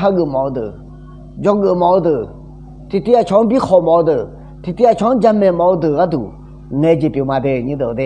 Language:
Akha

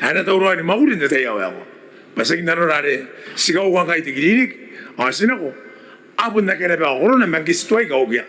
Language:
Gilbertese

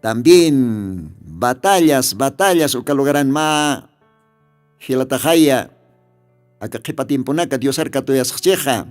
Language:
Aymara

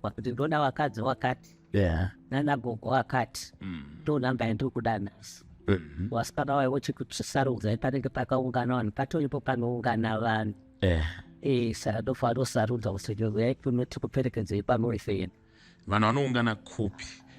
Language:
Shona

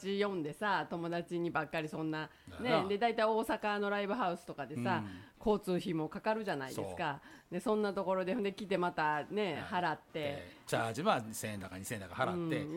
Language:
Japanese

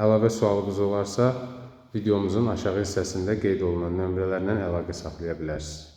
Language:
Azerbaijani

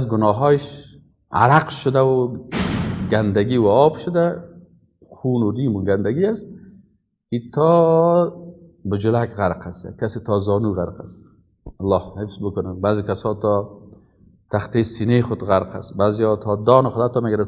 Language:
Persian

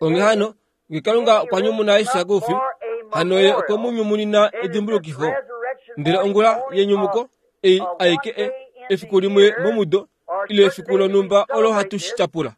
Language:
Kuanyama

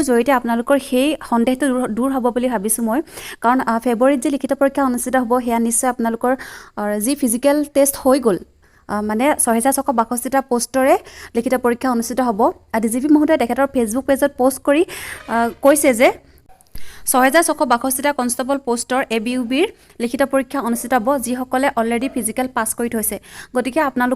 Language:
Assamese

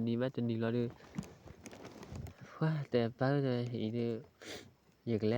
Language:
S'gaw Karen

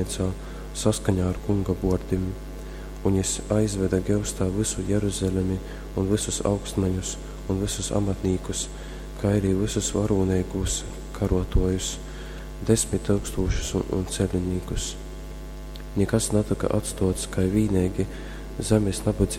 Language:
Latgalian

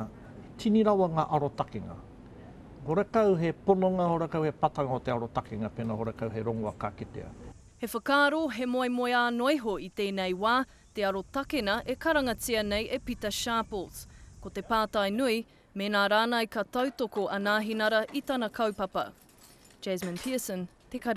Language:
Māori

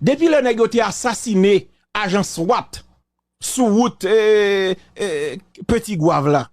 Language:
Haitian Creole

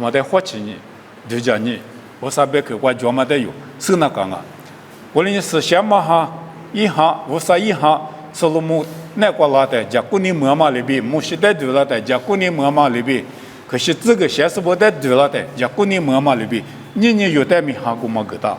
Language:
Lisu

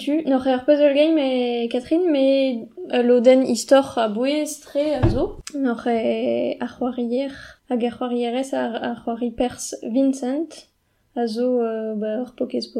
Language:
Breton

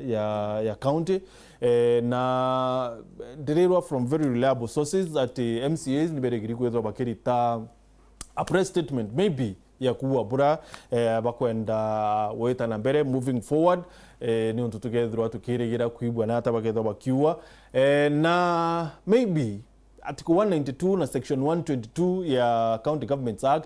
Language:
Meru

